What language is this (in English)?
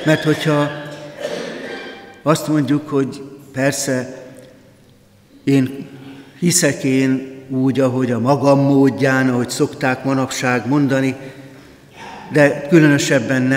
Hungarian